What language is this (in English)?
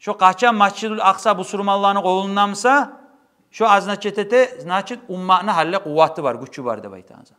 Kumyk